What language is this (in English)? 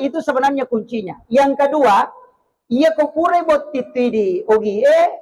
Buginese